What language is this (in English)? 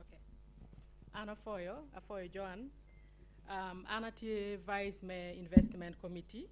Acoli